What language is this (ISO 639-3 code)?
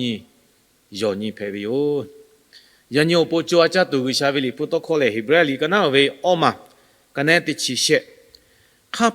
lhu